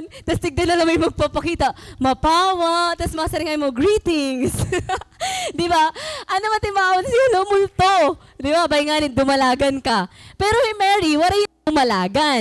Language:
Waray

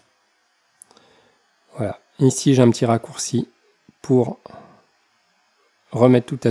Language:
French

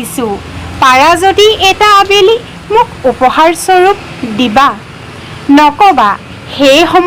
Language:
Assamese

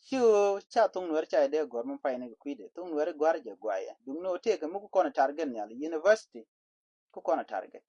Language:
Nuer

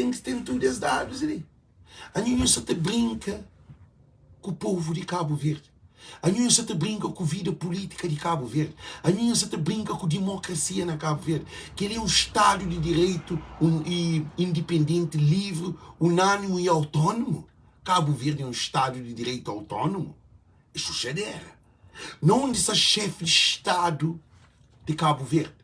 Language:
Kabuverdianu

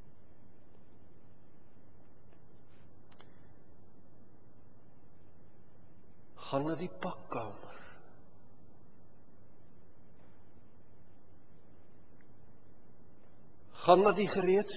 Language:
Afrikaans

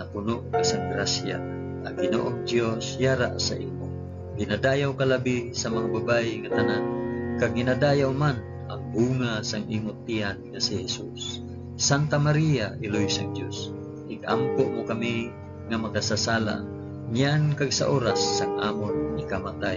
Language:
Hiligaynon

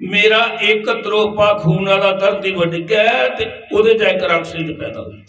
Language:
Dogri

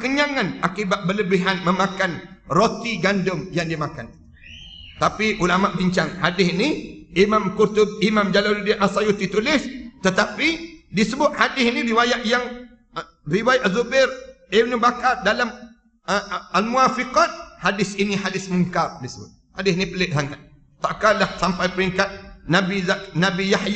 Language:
Malay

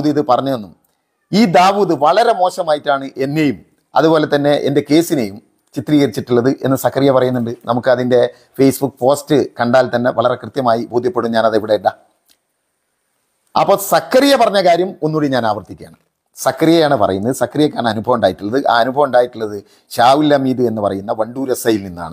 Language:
Malayalam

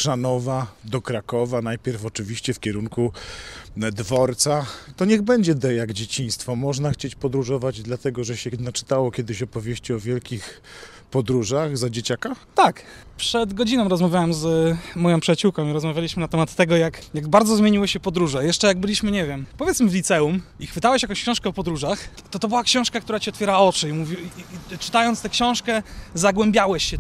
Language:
Polish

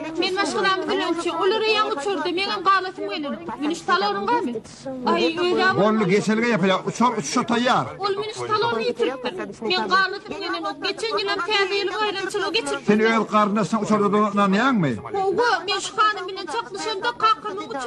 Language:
Turkmen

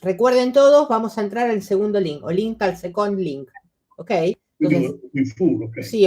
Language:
Friulian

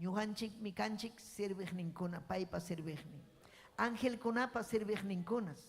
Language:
Ayacucho Quechua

